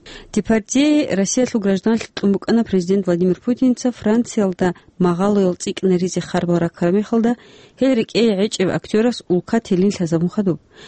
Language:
Avaric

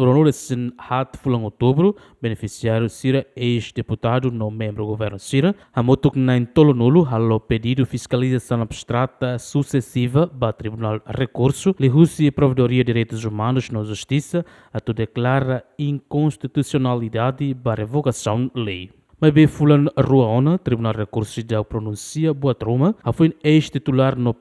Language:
Tetum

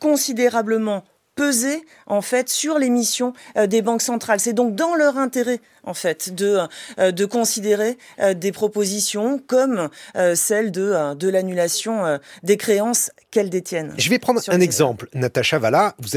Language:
French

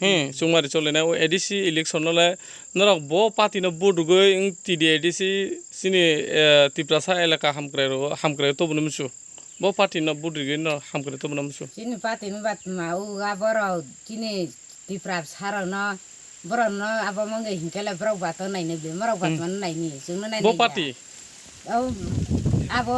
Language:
Kok Borok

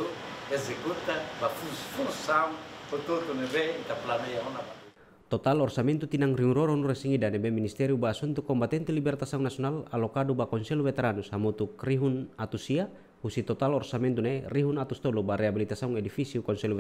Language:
Tetum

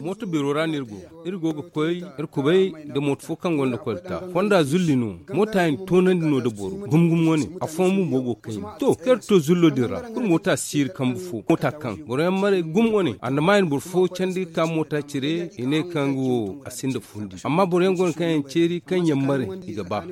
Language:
Zarma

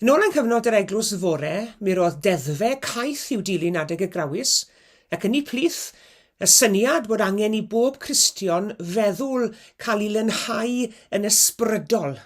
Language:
Welsh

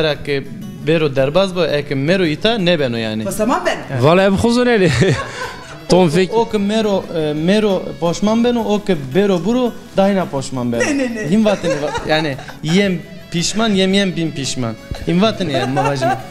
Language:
Zaza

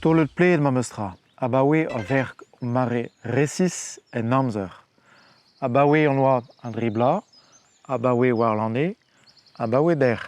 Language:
Breton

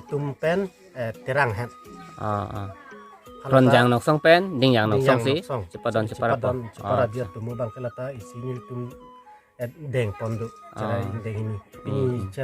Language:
Karbi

